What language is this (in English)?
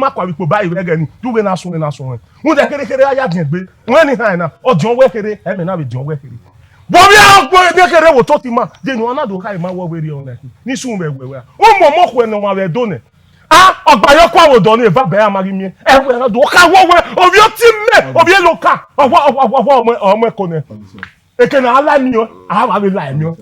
Bini